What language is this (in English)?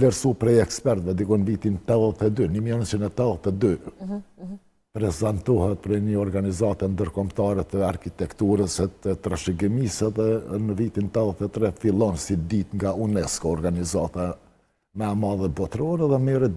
Albanian